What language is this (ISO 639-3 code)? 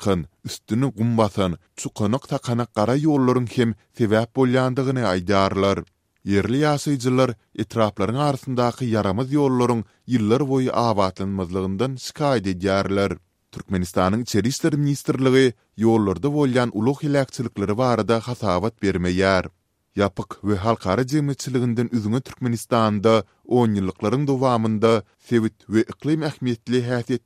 tuk